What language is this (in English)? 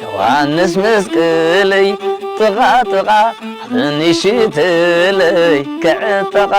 Tigrinya